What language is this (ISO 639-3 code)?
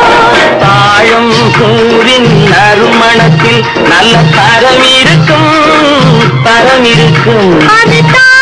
tam